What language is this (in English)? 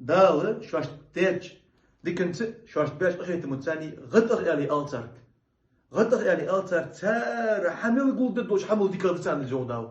Ingush